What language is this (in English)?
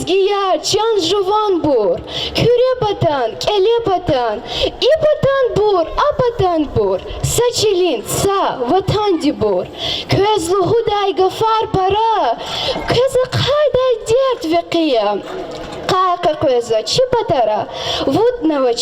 Lezghian